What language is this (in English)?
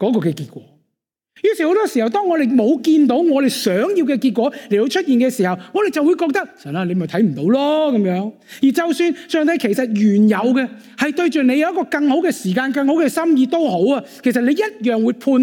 Cantonese